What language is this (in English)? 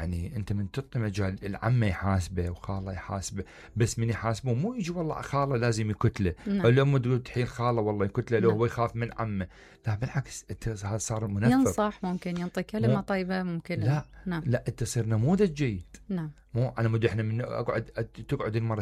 Mesopotamian Arabic